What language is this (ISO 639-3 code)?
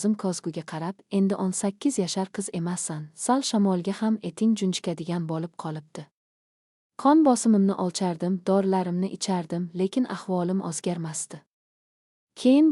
uzb